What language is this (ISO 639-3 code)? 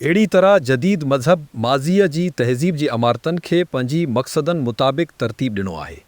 snd